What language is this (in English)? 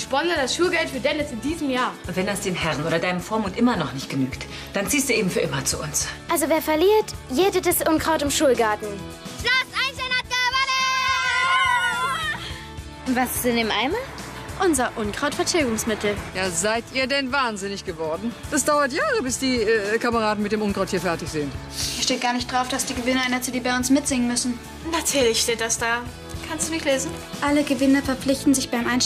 German